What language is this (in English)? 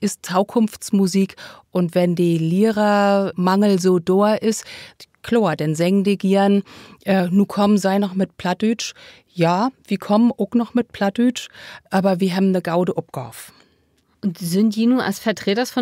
Low German